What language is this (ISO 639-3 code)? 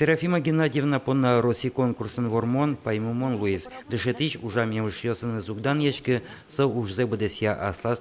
udm